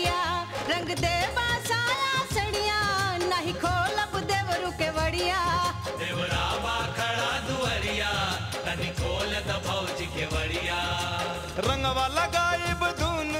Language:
Bhojpuri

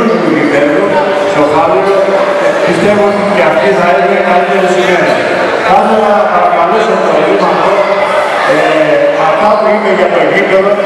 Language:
Greek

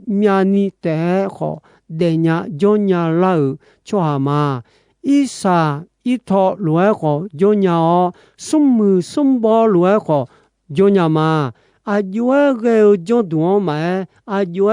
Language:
Akha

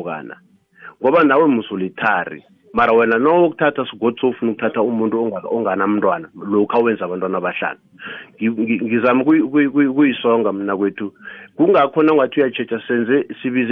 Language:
South Ndebele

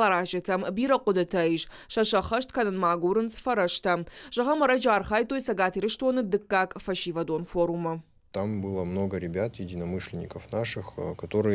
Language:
Ossetic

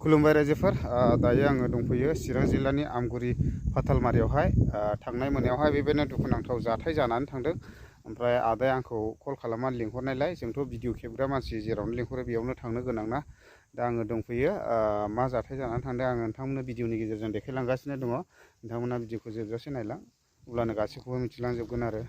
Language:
Bodo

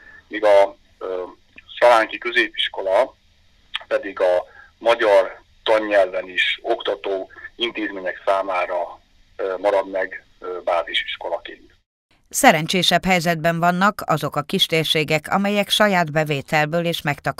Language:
Hungarian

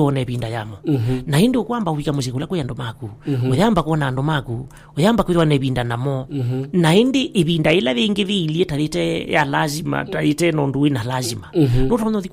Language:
Kamba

